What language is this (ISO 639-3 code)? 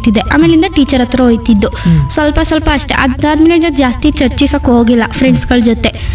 kan